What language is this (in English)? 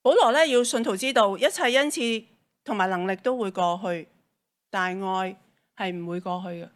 Cantonese